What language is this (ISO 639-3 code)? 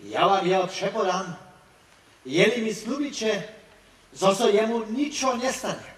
hsb